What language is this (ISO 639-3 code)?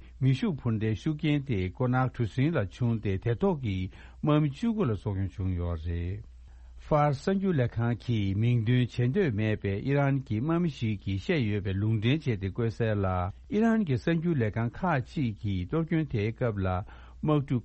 bod